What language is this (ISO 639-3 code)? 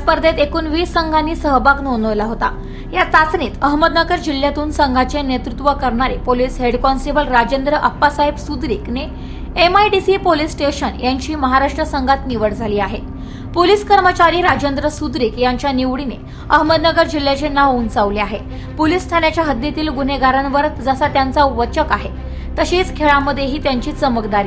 mar